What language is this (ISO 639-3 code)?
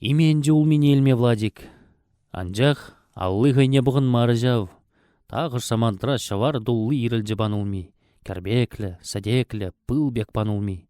chv